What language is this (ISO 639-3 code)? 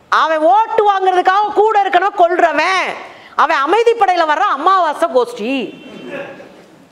tam